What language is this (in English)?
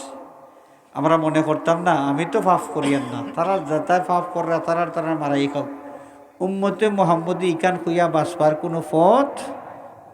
Sylheti